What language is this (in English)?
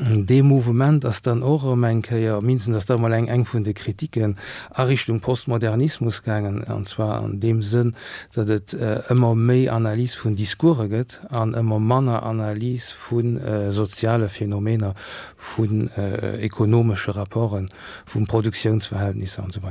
Luxembourgish